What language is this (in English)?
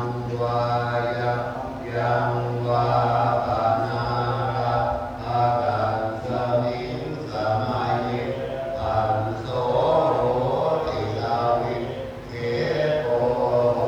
Pali